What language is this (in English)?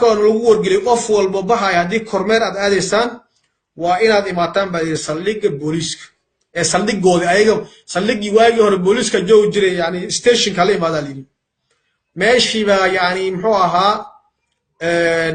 Somali